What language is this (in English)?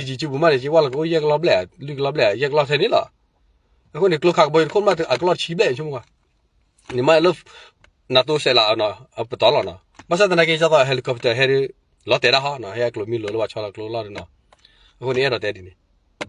S'gaw Karen